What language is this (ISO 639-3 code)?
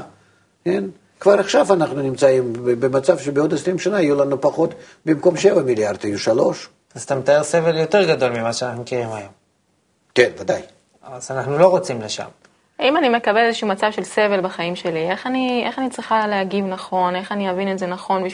heb